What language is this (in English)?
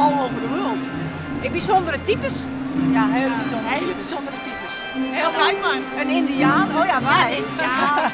Western Frisian